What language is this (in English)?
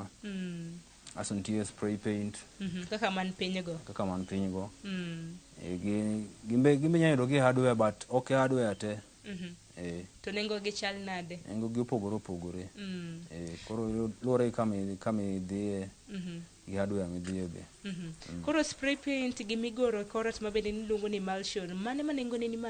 Luo (Kenya and Tanzania)